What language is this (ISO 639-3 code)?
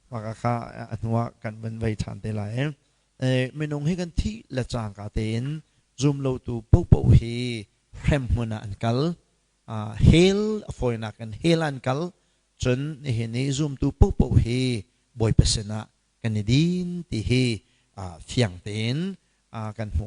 cnh